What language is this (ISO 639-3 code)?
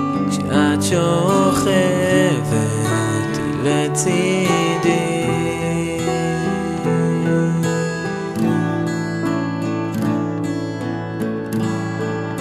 heb